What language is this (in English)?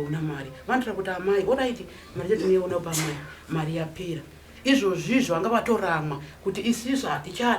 Shona